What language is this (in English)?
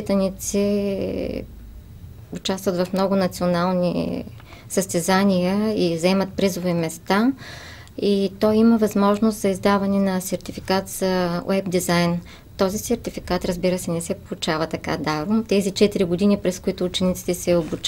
Bulgarian